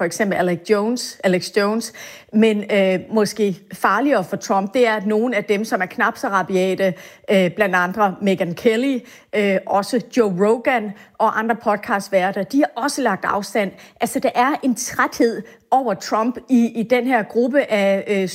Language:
Danish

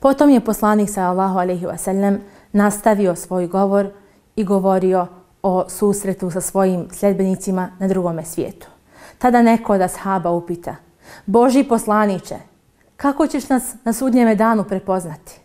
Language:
Bosnian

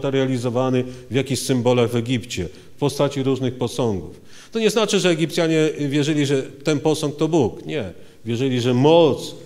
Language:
Polish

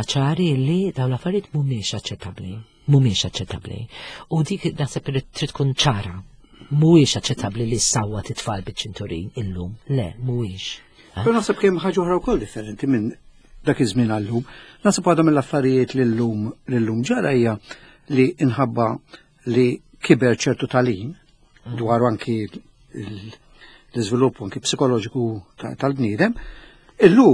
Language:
Maltese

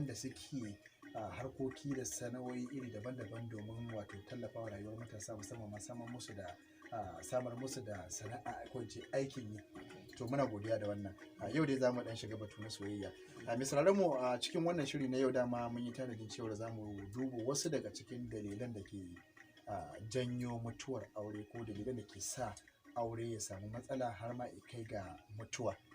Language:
Hausa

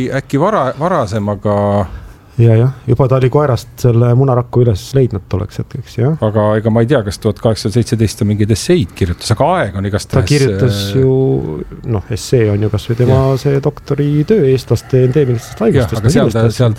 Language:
Estonian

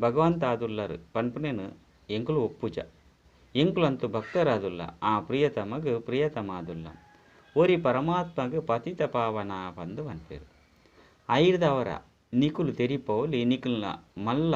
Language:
Tulu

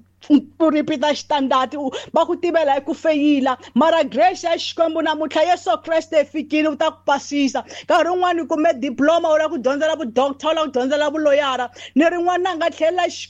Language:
Tsonga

